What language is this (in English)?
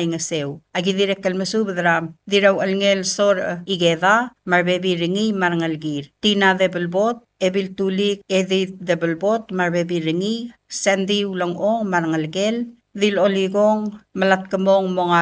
Palauan